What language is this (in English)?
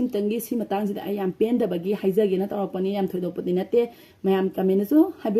Manipuri